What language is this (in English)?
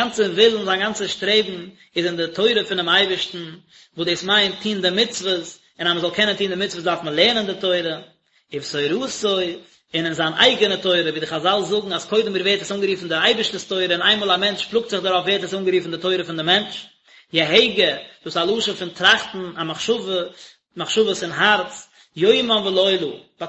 Yiddish